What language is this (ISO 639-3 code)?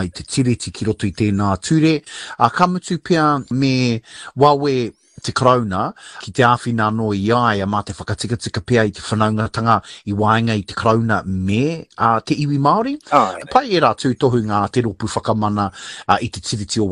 mri